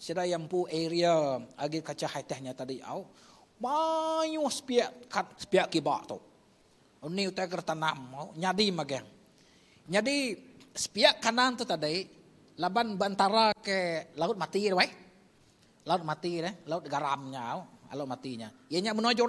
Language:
Iban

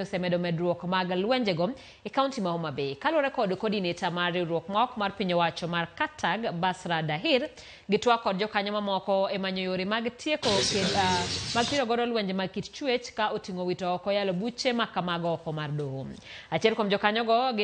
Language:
Luo (Kenya and Tanzania)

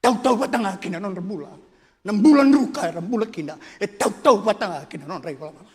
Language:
Fijian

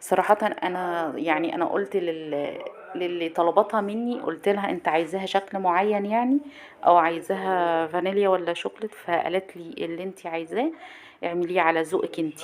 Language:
Egyptian Arabic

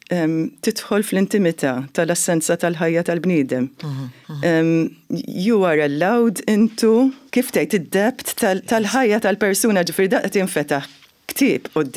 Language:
Maltese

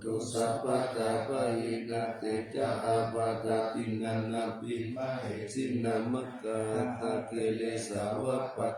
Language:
Pali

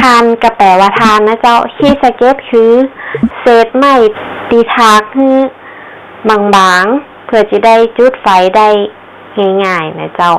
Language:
Northern Thai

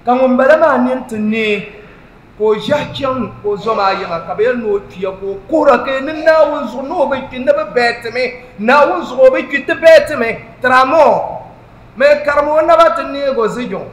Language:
Dagbani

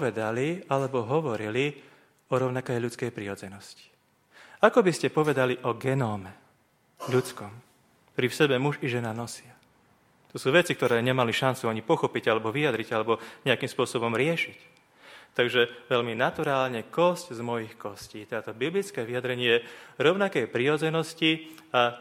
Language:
Slovak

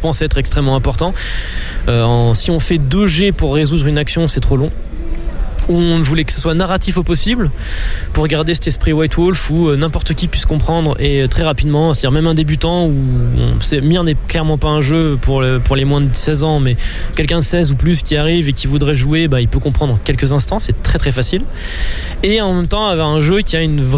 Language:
French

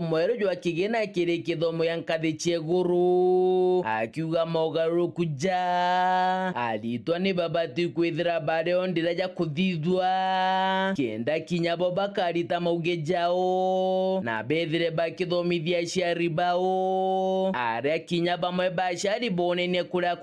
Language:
Meru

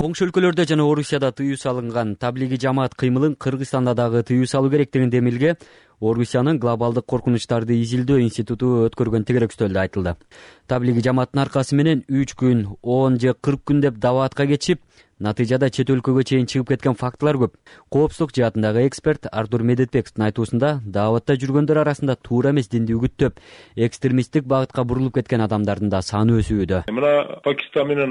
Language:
Kyrgyz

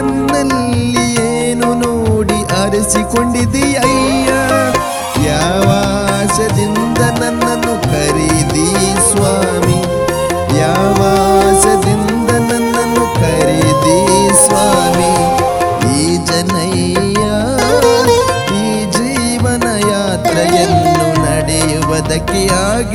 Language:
Kannada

